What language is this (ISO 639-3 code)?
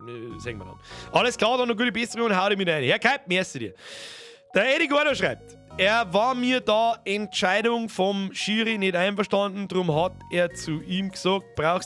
bar